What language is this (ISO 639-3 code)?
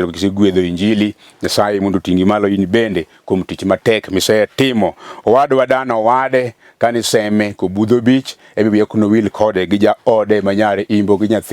luo